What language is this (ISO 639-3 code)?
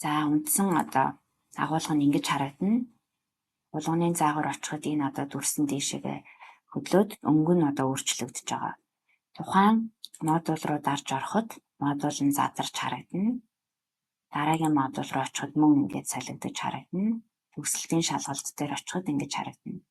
mon